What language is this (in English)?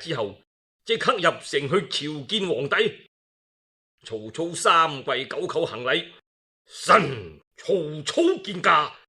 Cantonese